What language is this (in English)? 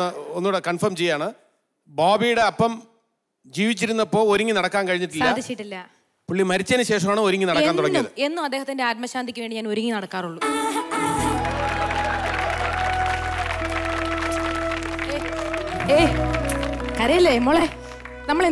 Malayalam